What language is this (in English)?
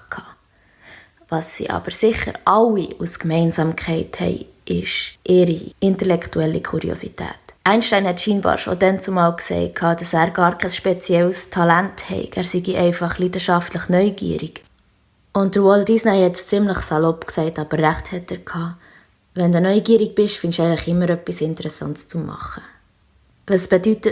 Swiss German